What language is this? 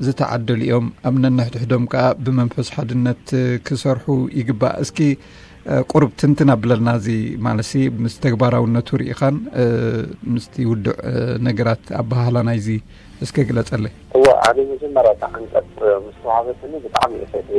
Tigrinya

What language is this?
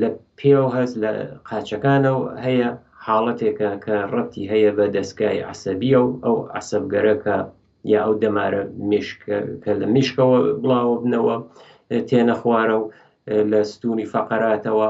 Central Kurdish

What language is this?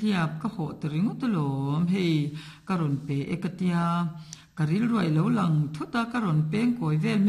Mizo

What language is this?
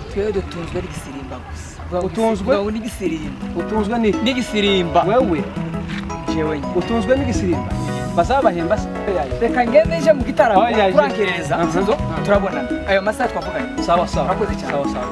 Kinyarwanda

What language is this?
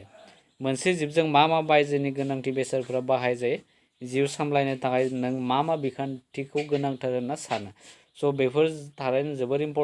Bodo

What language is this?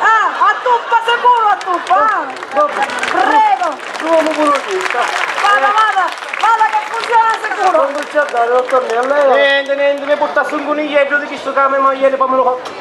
Sicilian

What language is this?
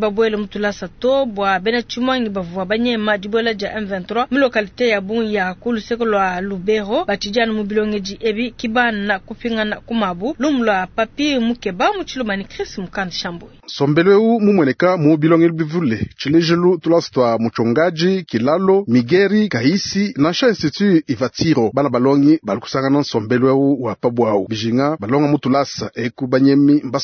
Luba-Lulua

